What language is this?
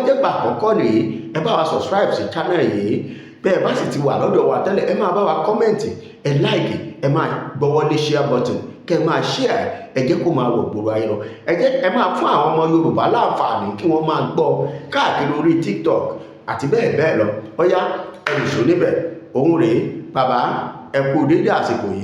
Yoruba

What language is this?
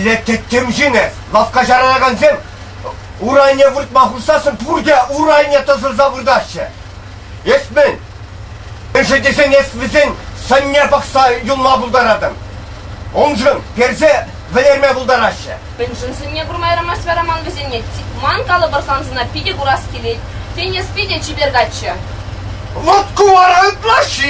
Chuvash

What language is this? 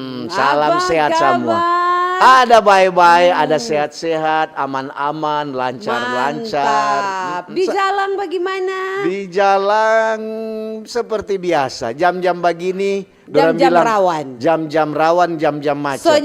Manado Malay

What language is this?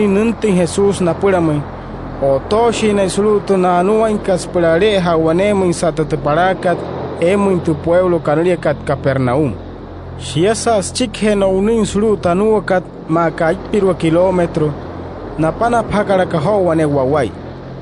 Wayuu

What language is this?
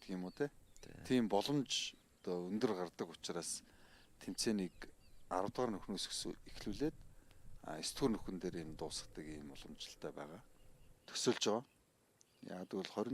Mongolian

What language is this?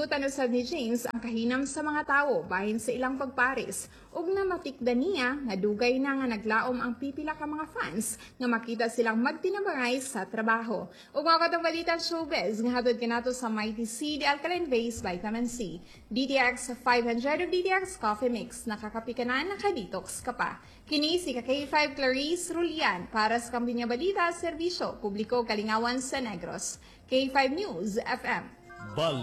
Cebuano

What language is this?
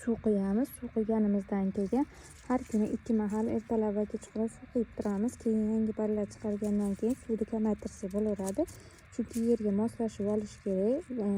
Uzbek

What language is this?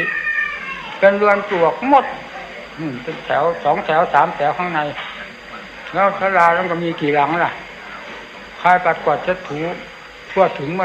Thai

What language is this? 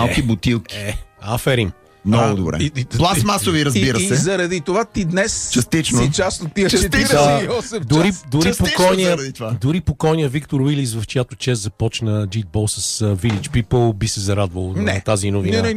Bulgarian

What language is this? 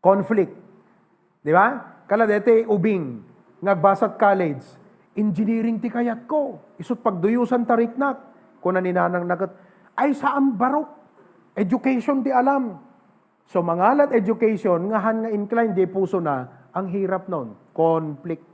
Iloko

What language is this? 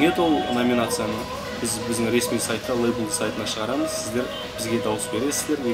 Kazakh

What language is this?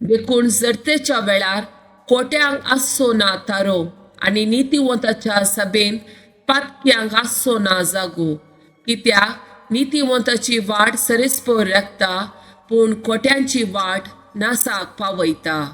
Konkani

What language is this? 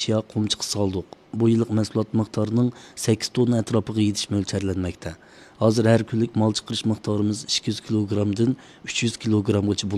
Uyghur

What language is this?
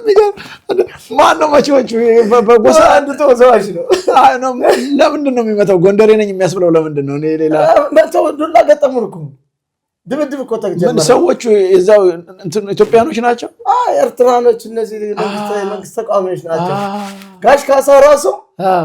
Amharic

